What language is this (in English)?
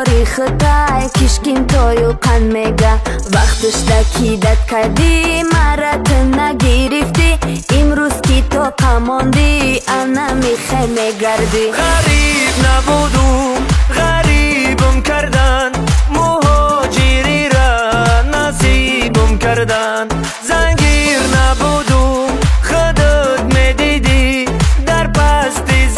Tajik